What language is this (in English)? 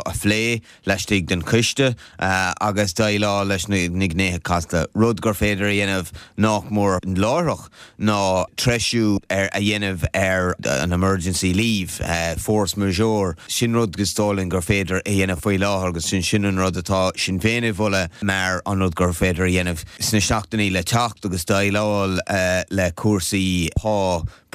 Irish